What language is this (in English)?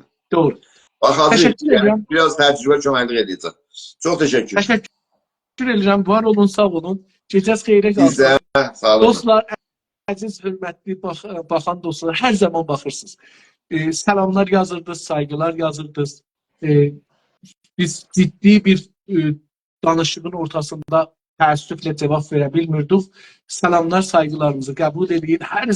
South Azerbaijani